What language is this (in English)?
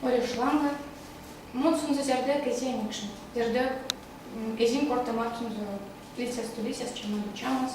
Erzya